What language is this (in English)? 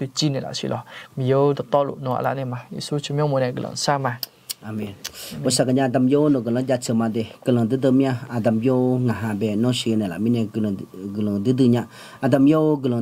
Akha